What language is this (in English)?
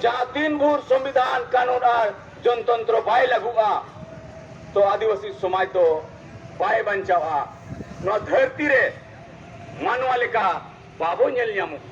Santali